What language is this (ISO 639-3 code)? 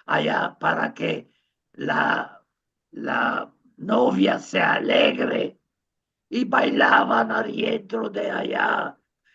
lad